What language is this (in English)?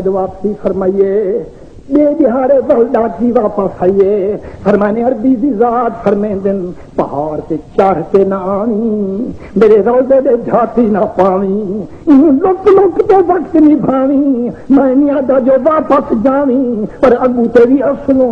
Saraiki